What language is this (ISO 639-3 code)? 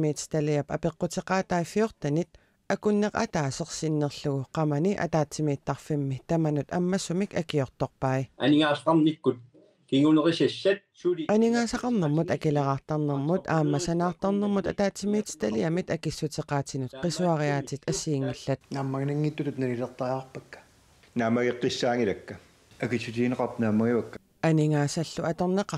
kal